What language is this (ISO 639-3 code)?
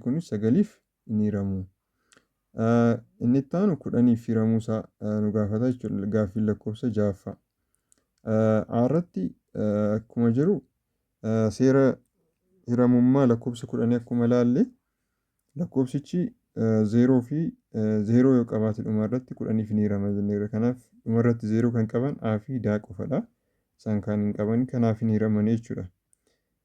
orm